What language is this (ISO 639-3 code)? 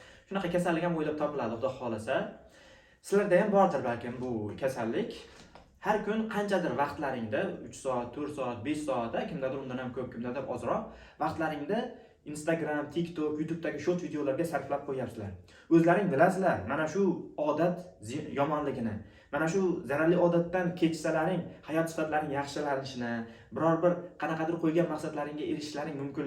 uzb